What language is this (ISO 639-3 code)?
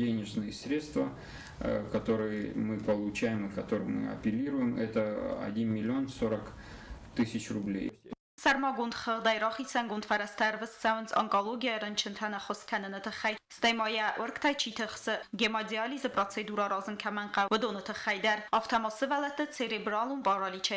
oss